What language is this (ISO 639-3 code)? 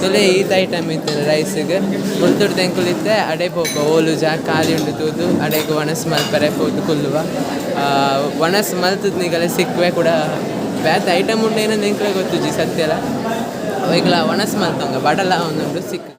tcy